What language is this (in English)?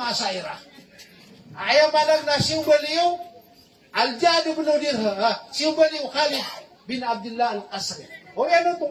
Maranao